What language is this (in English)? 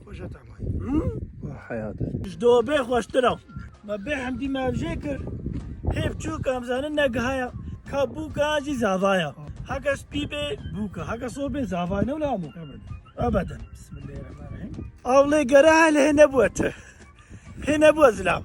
Kurdish